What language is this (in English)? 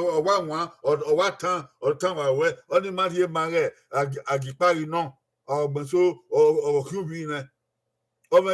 Bini